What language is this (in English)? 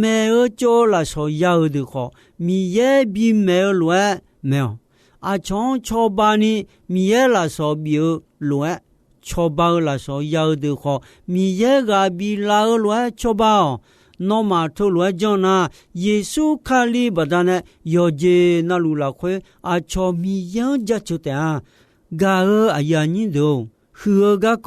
Akha